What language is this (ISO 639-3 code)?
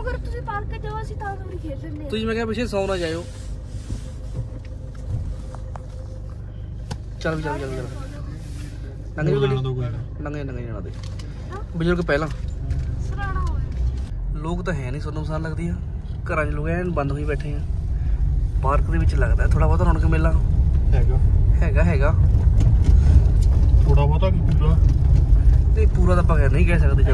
pan